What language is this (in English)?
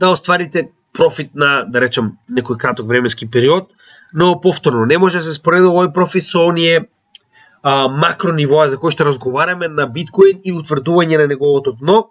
Macedonian